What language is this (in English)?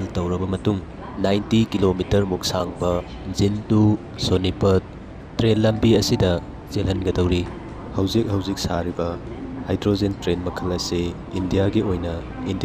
Manipuri